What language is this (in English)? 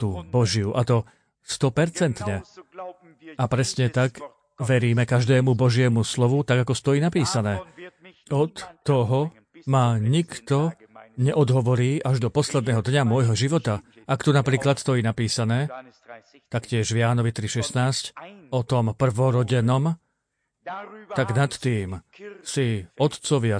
Slovak